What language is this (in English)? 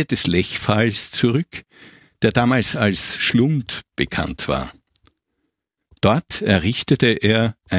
German